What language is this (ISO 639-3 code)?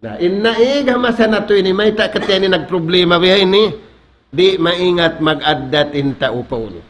tsg